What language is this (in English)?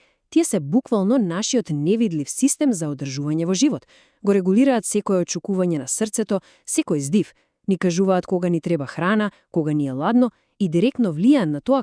Macedonian